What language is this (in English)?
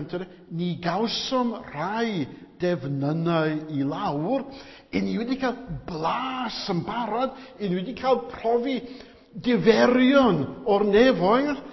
Welsh